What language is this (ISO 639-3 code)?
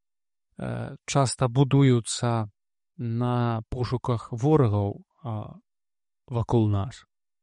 bel